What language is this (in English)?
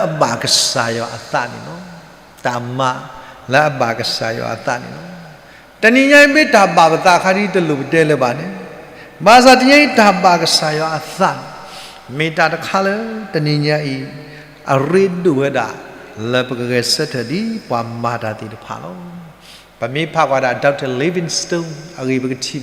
S'gaw Karen